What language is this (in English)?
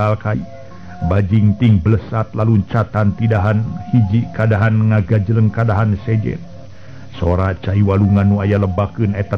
Sundanese